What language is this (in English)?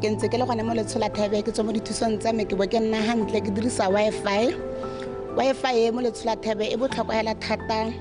Tswana